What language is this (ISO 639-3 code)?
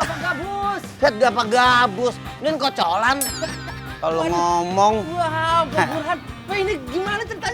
bew